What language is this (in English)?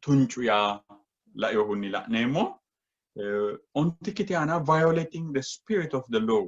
Sidamo